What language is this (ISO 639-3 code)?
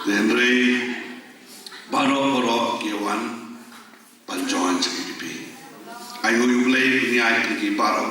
kha